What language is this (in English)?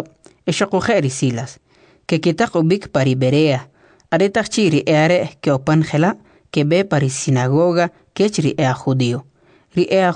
Kʼicheʼ